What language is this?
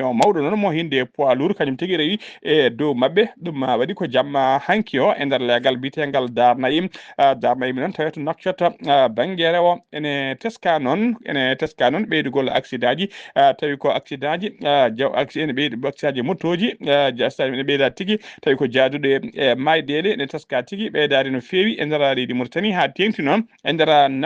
Fula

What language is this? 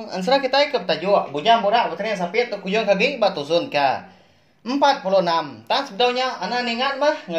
Iban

